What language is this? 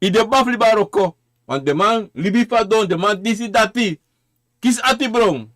Sranan Tongo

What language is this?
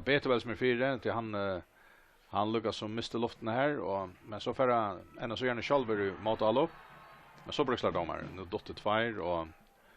Faroese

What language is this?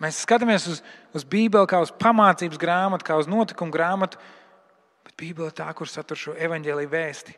Latvian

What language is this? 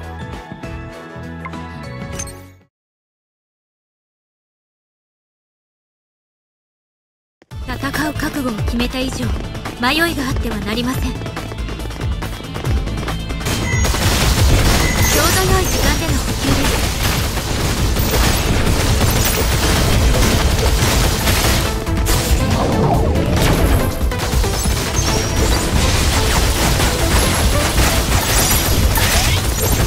Japanese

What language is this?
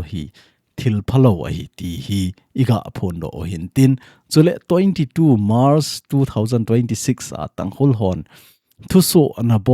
Thado Chin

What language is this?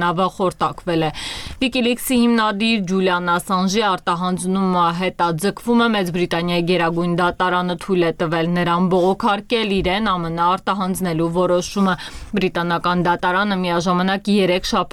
Armenian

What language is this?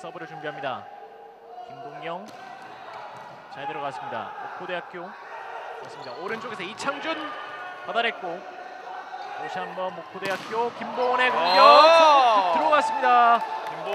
Korean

